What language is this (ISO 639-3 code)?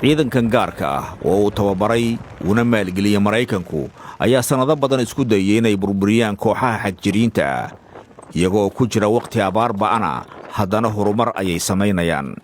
som